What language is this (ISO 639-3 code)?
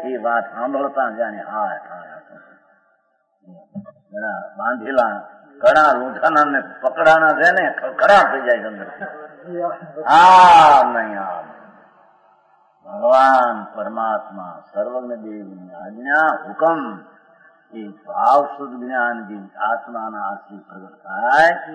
guj